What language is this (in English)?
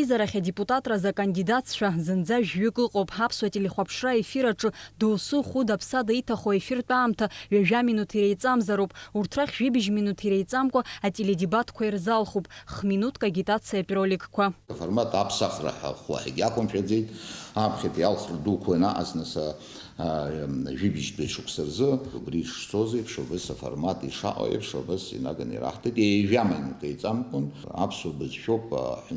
Abkhazian